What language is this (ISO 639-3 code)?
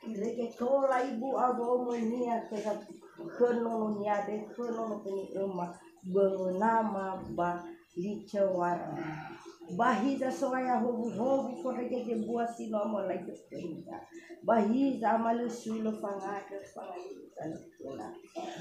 nia